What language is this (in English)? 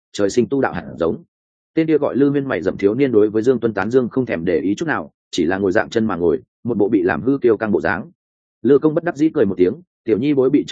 Vietnamese